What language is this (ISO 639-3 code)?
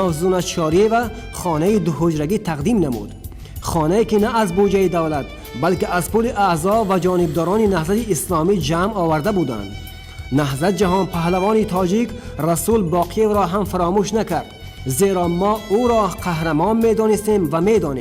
tgk